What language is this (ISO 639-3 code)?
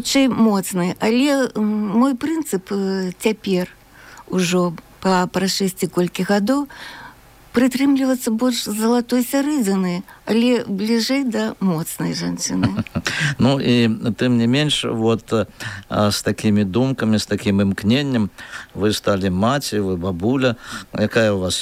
bel